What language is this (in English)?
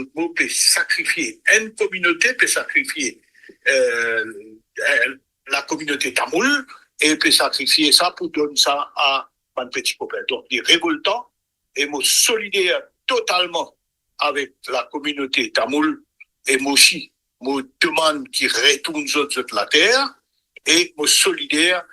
Morisyen